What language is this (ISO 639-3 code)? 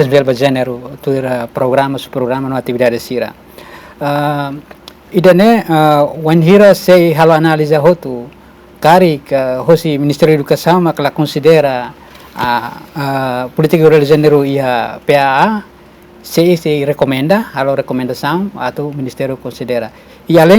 tet